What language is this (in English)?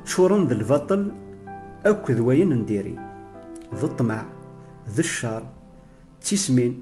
Kabyle